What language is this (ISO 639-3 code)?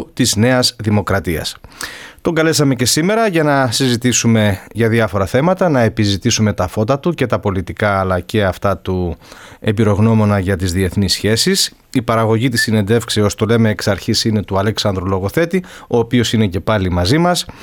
ell